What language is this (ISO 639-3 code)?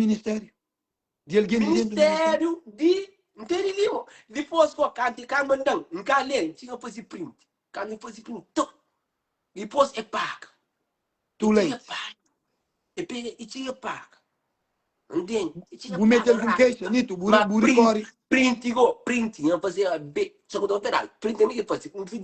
kea